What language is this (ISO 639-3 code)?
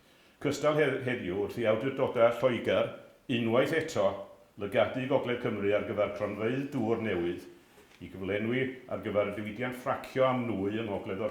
cym